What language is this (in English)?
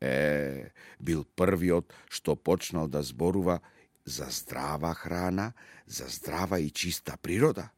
Macedonian